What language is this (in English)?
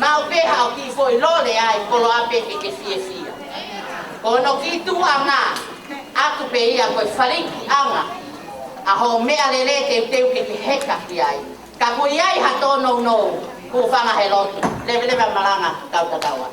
Tongan